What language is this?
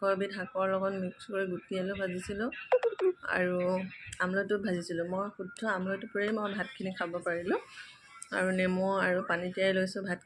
Assamese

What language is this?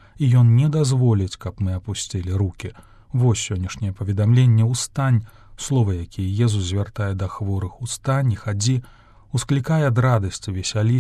Belarusian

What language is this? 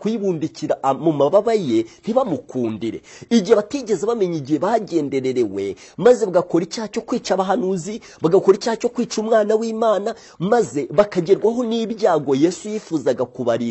Kinyarwanda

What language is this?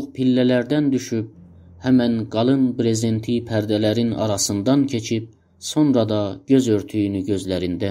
South Azerbaijani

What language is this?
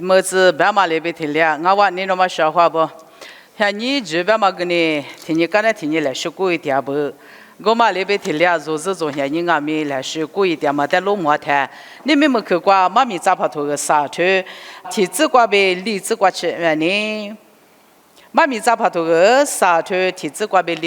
Lisu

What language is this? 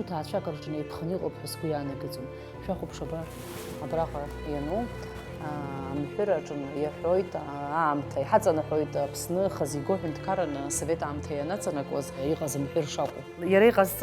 Abkhazian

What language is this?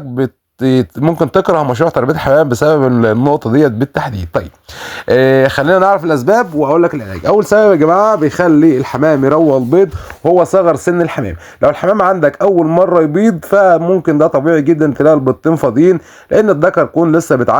Egyptian Arabic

